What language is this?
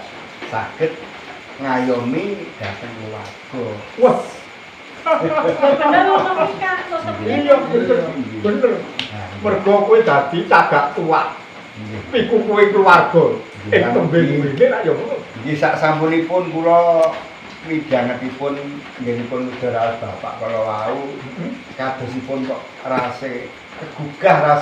Javanese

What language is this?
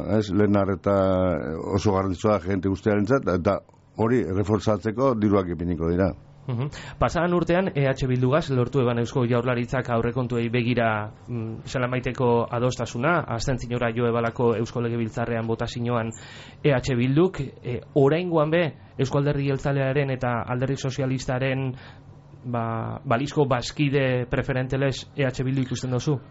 Basque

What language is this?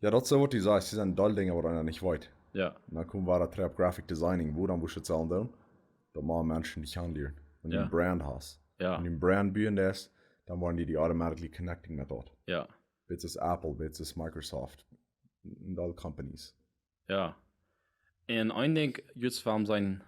Plautdietsch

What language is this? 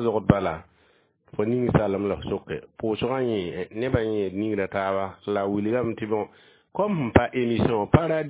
Mossi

